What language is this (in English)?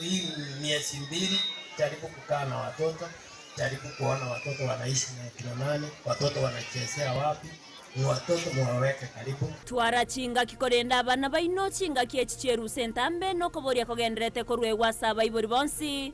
Gusii